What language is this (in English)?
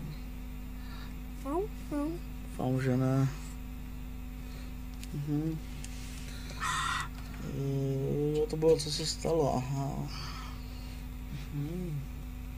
Czech